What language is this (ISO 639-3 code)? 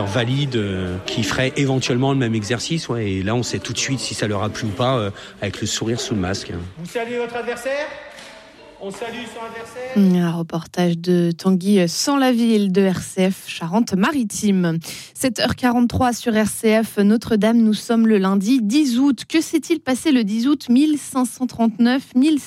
fra